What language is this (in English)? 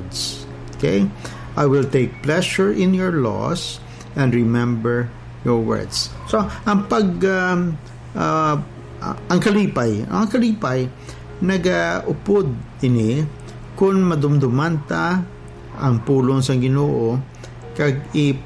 Hiligaynon